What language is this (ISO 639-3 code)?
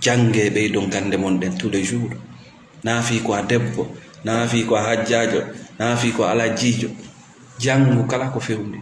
ful